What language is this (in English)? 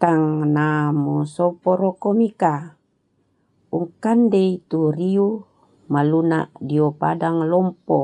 Toraja-Sa'dan